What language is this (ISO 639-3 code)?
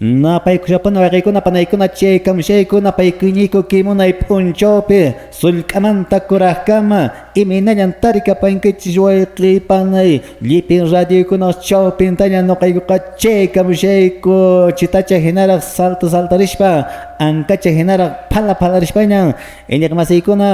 que